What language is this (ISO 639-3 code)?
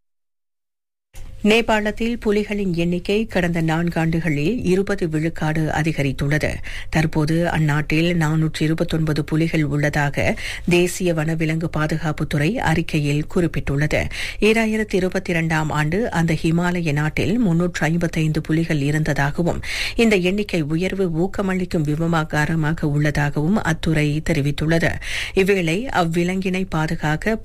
tam